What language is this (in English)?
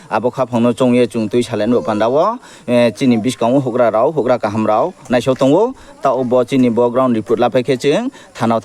Riang (India)